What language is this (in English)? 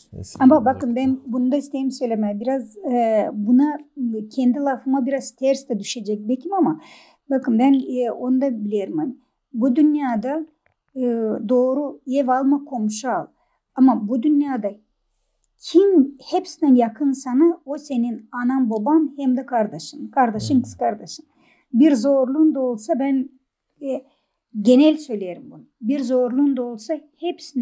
Gagauz